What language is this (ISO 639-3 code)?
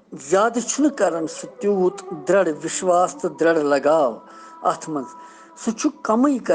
kas